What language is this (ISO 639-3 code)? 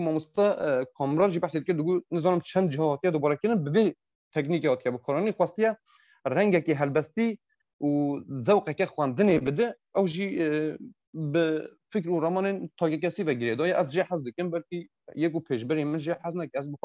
kur